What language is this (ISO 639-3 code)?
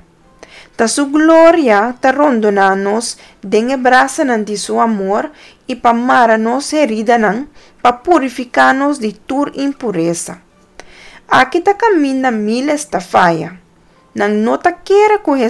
pap